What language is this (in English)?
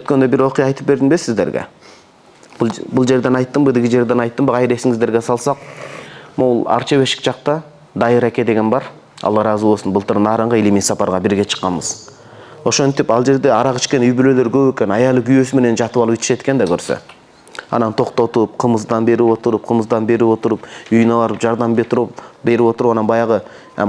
Kyrgyz